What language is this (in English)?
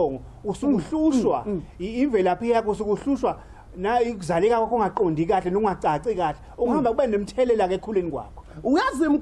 Zulu